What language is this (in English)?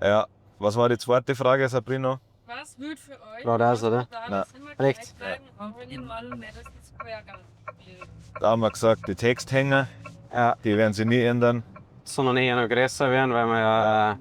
Bavarian